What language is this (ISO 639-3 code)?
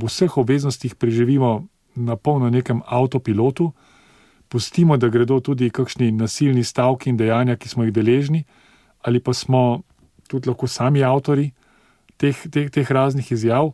slv